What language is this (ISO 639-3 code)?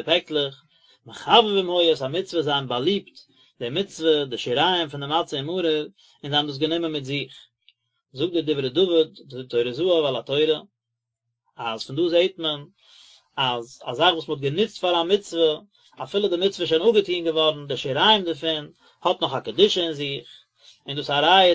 yid